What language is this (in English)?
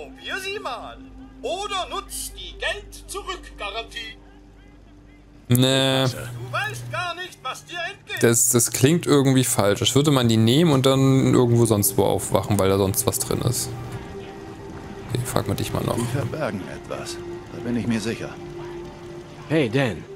German